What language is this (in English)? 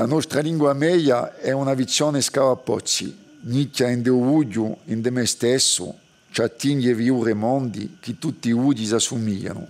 Corsican